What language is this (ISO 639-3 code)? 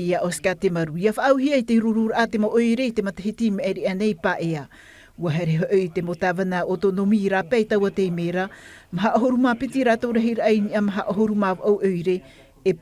tah